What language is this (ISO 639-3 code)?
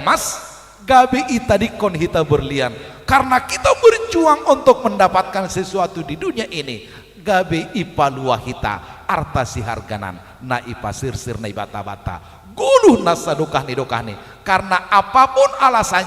bts